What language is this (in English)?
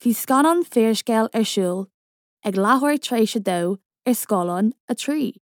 Irish